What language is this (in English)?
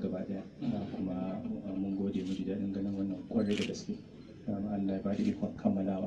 Hausa